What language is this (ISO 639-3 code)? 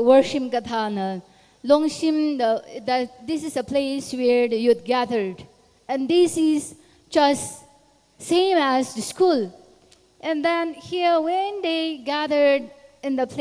nmf